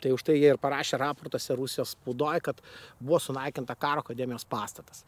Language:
Lithuanian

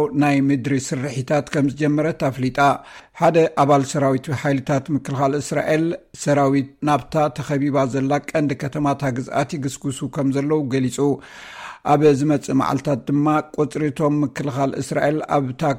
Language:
Tigrinya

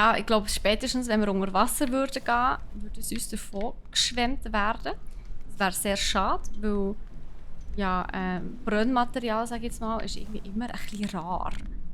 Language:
Swiss German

